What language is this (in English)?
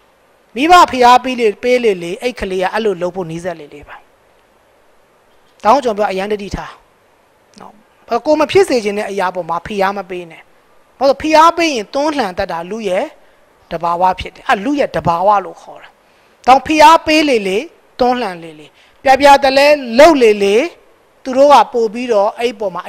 Burmese